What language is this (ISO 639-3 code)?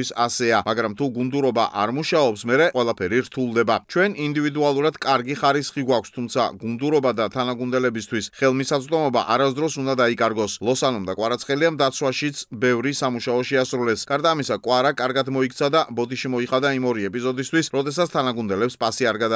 kat